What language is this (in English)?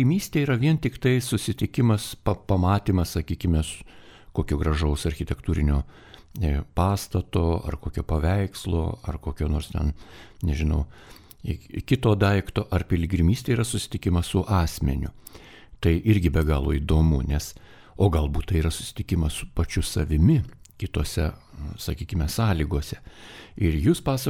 Lithuanian